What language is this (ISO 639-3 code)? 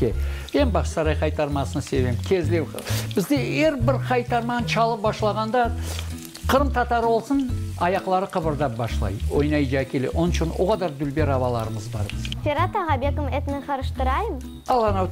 crh